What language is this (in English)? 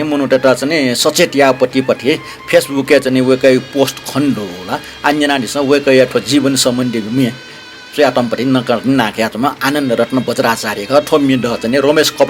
Newari